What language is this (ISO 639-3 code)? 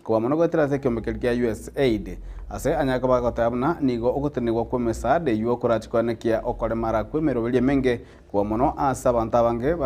guz